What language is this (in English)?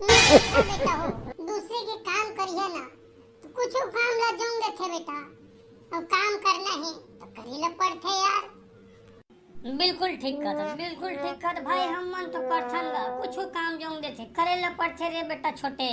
Chhattisgarhi